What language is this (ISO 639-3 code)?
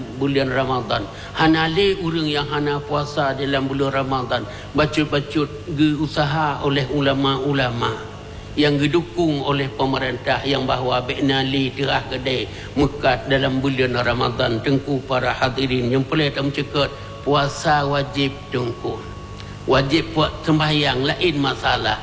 ace